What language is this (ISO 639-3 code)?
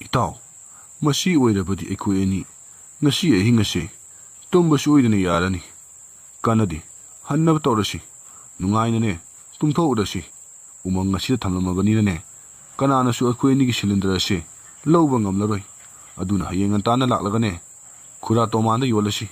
mni